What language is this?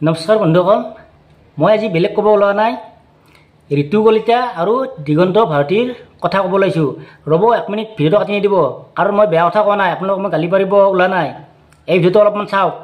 Assamese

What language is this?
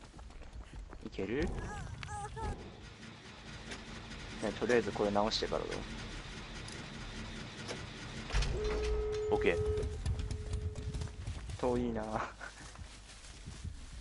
Japanese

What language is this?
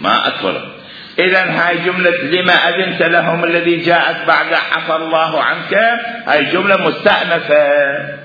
Mesopotamian Arabic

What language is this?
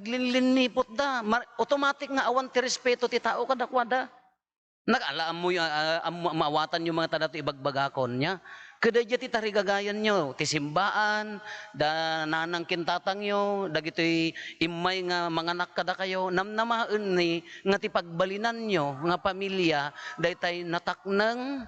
Iloko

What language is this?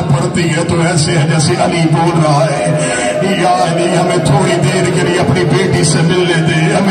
Urdu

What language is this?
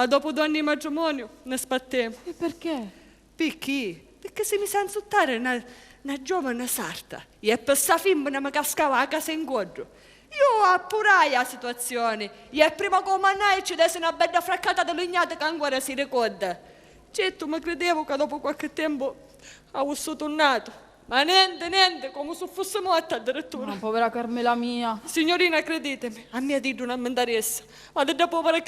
Sicilian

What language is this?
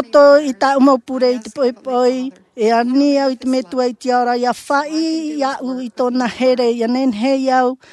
Tahitian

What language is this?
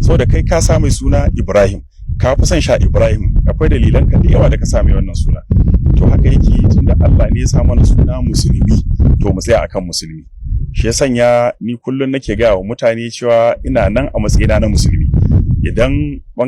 Hausa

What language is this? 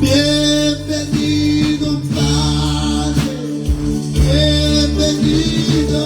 Kekchí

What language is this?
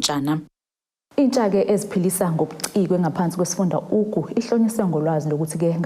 Zulu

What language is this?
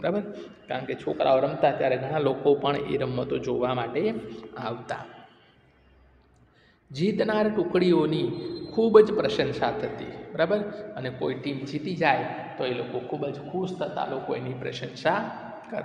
Gujarati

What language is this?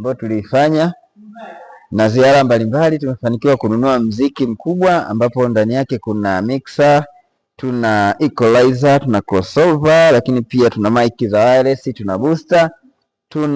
Swahili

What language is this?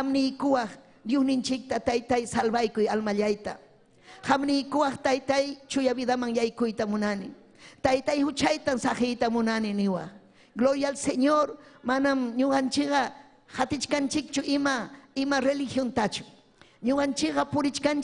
Ayacucho Quechua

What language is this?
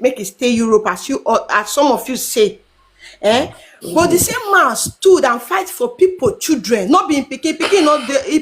Nigerian Pidgin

